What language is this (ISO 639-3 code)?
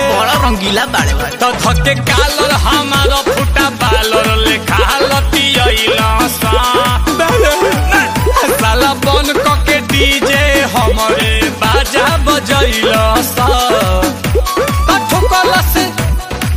bho